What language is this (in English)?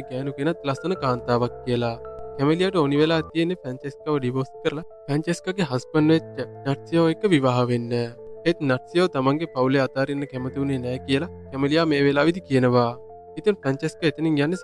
Sinhala